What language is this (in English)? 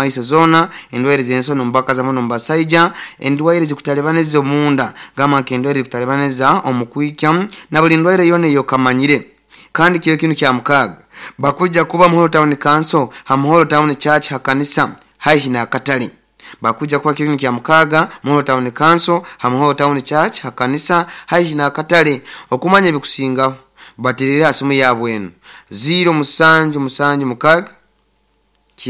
Nyoro